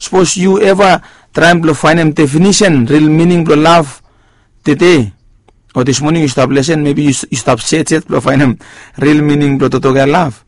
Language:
Bislama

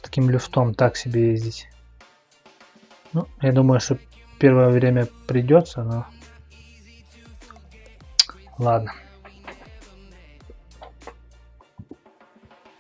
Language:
Russian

